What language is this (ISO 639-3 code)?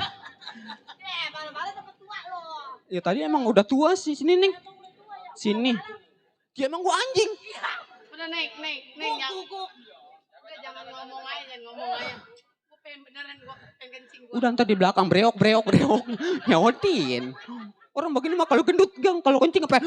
bew